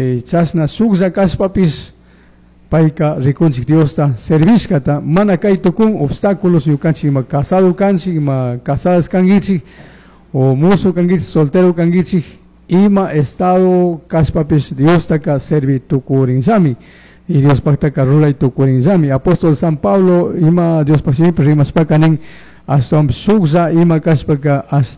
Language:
Chimborazo Highland Quichua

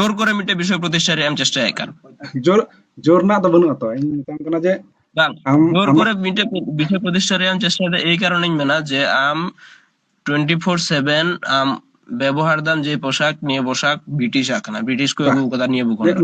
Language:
Santali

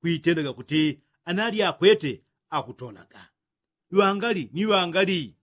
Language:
Yao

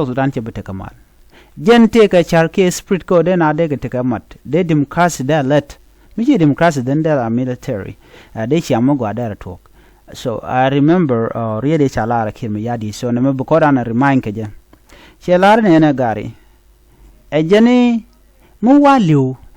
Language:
Nuer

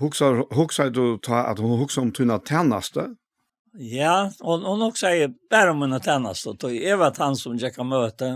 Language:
Faroese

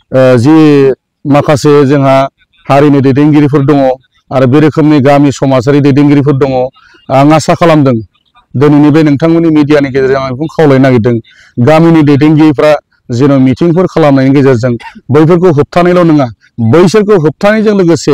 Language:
Bodo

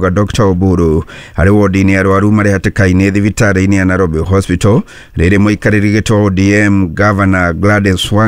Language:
Kikuyu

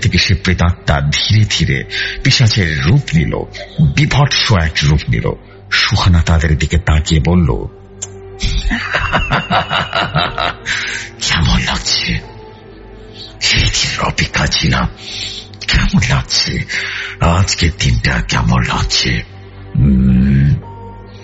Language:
Bangla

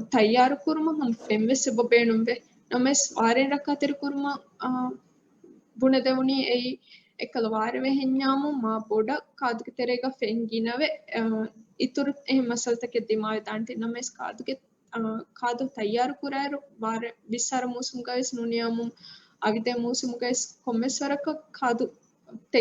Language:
Divehi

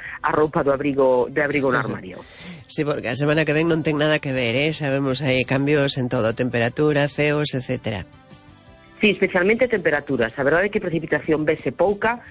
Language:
Galician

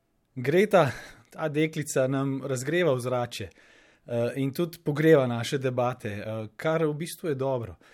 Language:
Slovenian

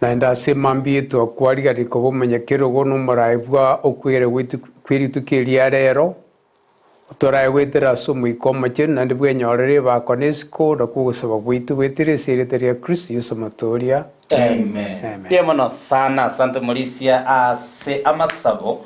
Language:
Gusii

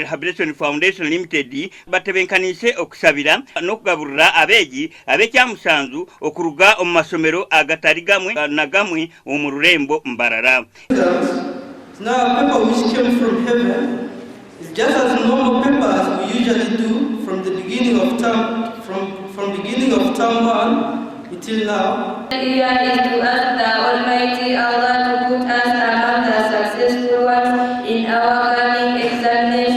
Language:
Nyankole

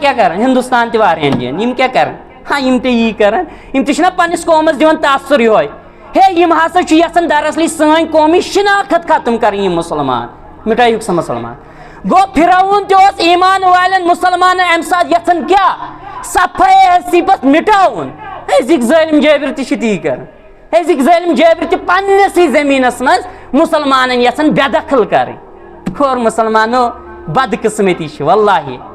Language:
Kashmiri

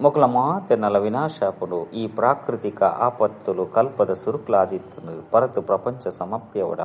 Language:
Tulu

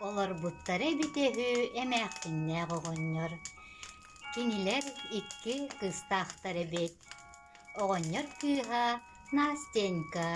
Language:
Yakut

